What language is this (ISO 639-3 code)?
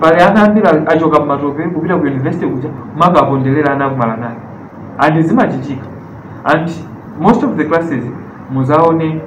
nya